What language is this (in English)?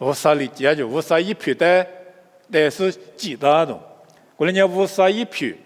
Lisu